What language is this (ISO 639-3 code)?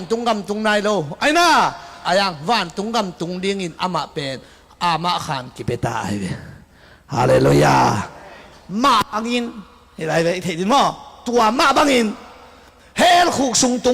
ctd